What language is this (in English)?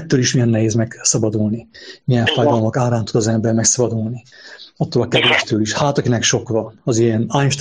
Hungarian